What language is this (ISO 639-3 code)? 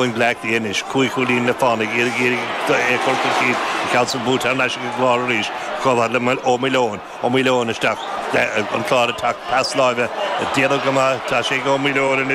gle